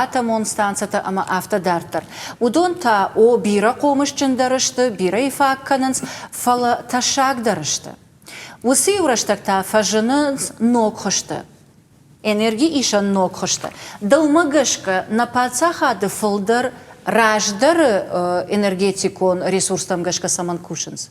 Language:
Ossetic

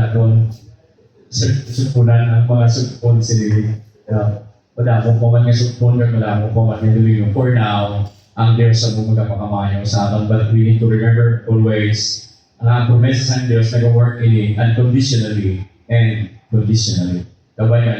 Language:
Hiligaynon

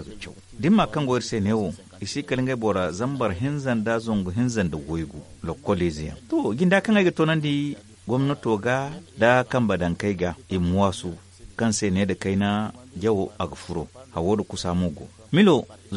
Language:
Zarma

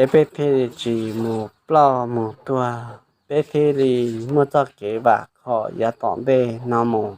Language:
Hmong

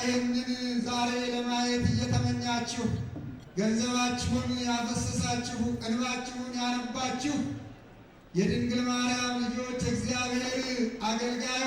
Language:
Amharic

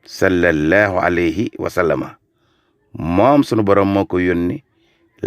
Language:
Wolof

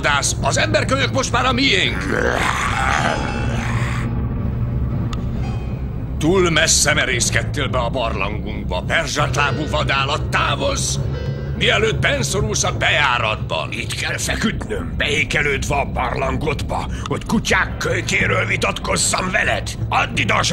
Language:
Hungarian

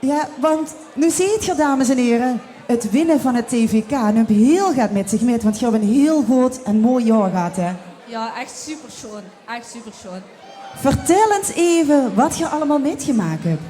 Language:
Limburgish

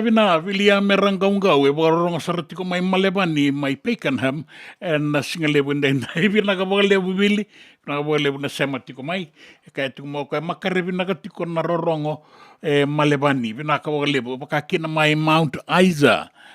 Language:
Fijian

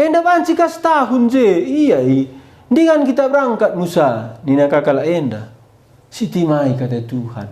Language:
Batak Karo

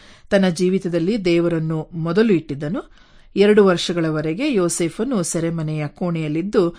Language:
Kannada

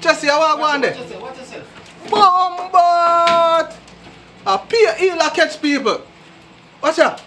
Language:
Jamaican Creole English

